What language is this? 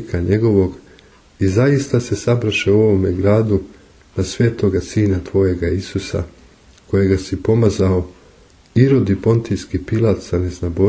Serbian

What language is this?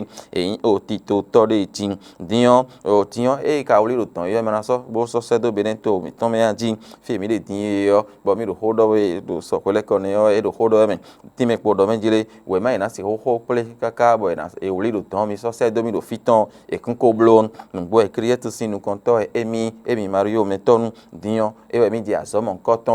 Fon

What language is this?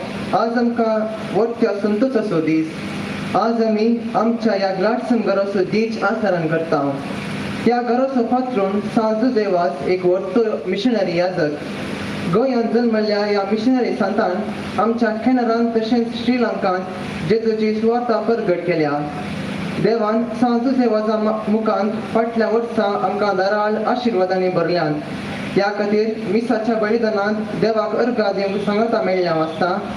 Konkani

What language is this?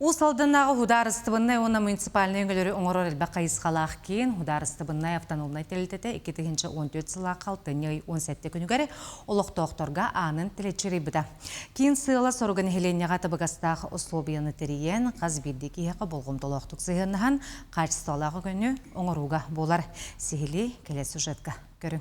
Yakut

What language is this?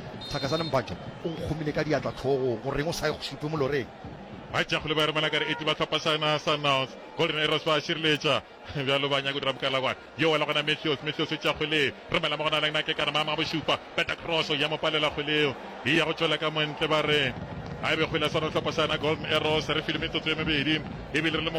Northern Sotho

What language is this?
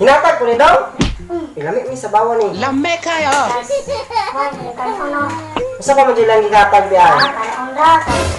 Cebuano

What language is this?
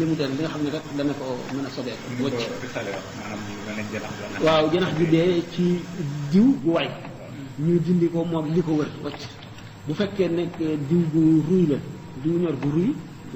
Wolof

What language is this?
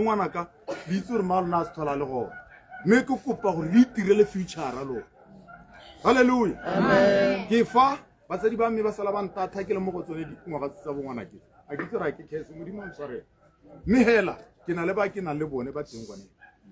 Tswana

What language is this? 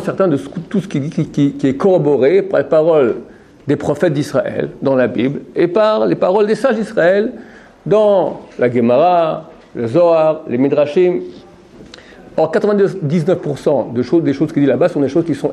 French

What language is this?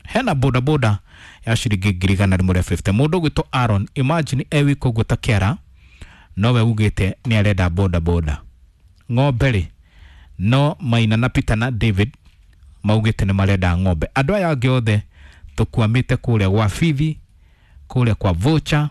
Kikuyu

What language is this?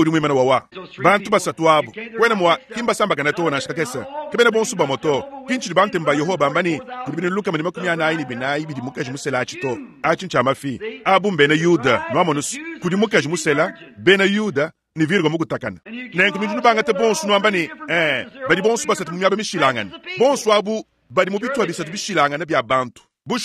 Luba-Lulua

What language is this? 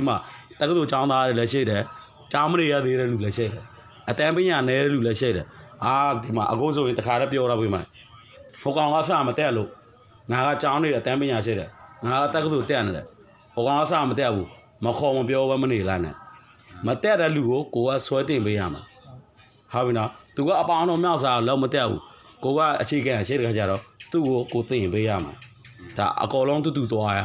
Burmese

